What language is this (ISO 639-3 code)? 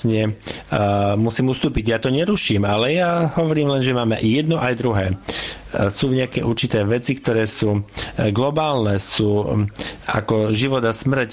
slk